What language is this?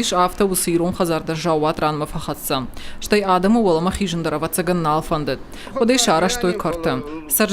Ossetic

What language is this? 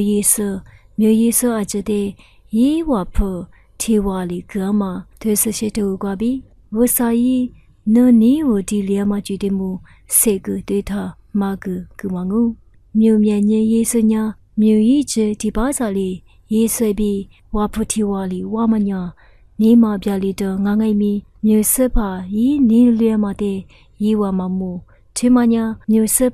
Lisu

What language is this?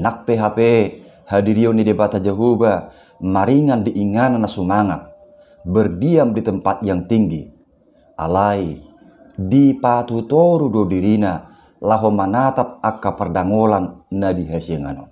Batak Toba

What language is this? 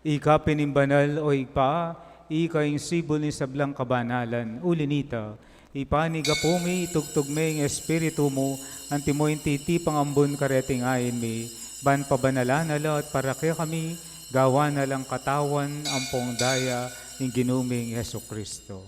Pampanga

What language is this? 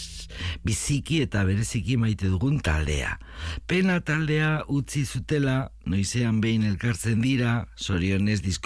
Basque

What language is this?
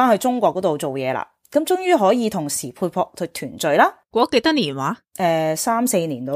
Cantonese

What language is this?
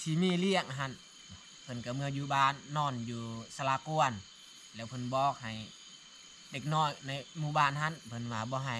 Lao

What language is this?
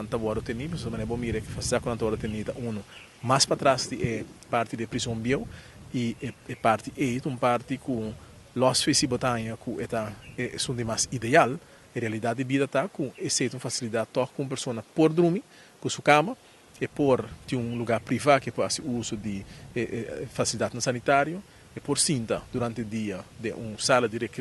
Papiamento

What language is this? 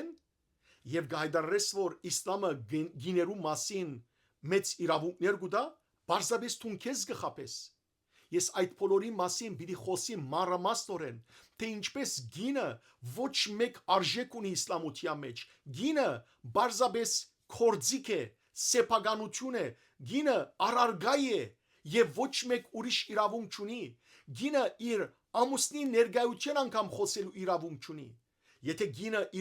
Western Armenian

